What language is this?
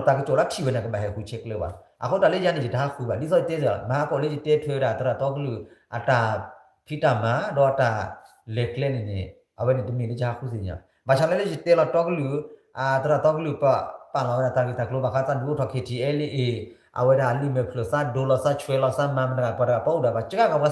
S'gaw Karen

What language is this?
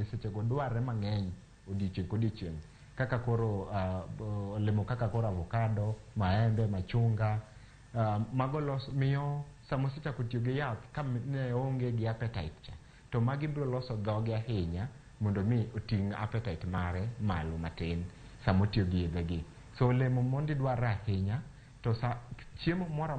Luo (Kenya and Tanzania)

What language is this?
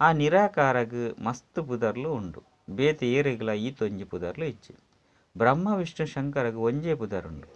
Tulu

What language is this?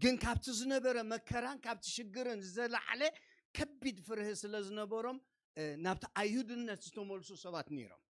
Tigrinya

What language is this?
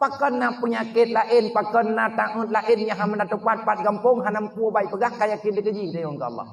Achinese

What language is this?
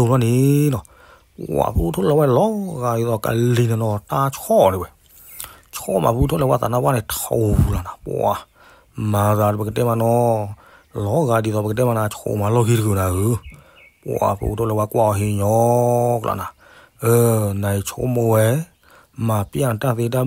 S'gaw Karen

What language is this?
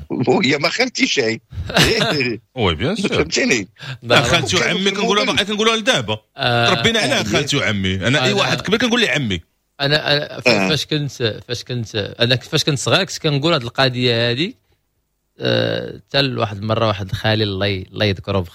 Moroccan Arabic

